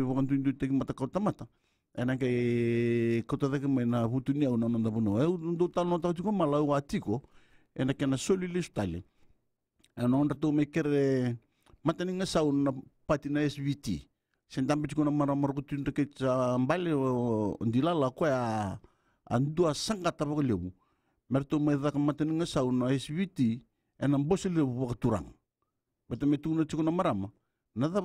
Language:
Fijian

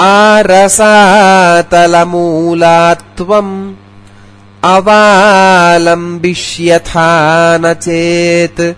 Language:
Sanskrit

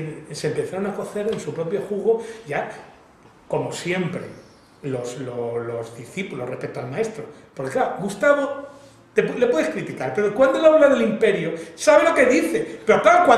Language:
Spanish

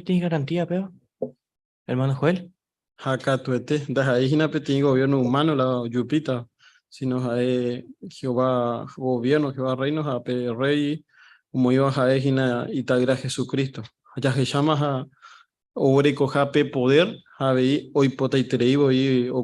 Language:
Guarani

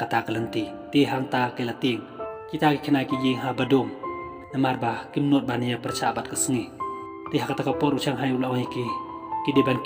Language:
Khasi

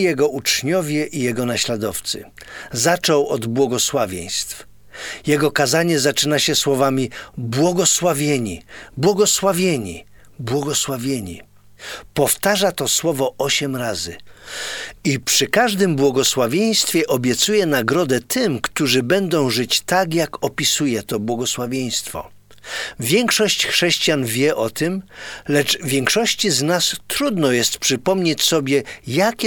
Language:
Polish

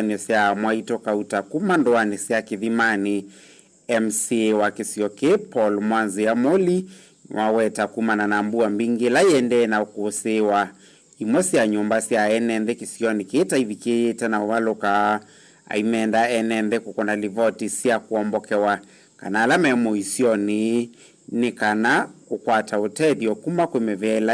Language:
Kamba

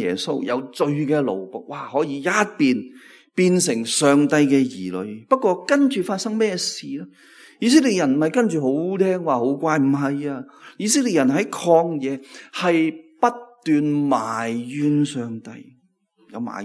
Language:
Cantonese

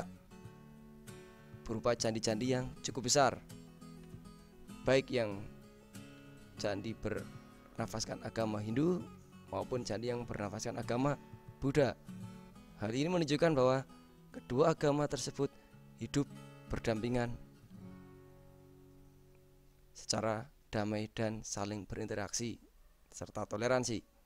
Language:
Indonesian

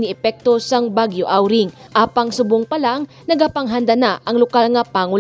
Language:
Hiligaynon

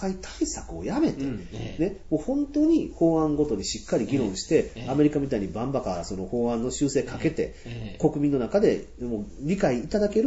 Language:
Japanese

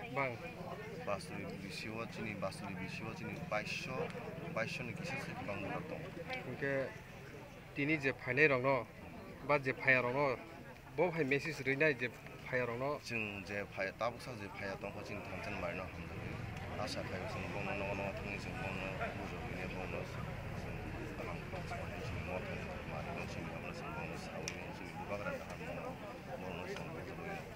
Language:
Kok Borok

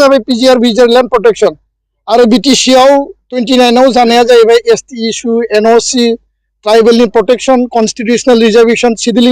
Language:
Bodo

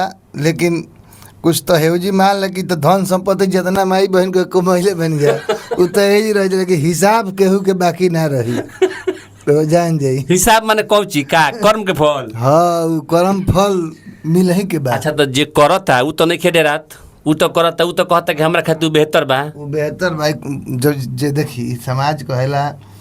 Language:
Bhojpuri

